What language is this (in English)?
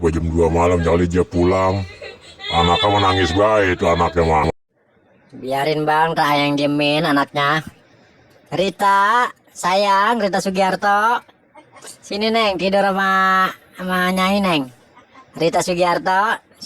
Betawi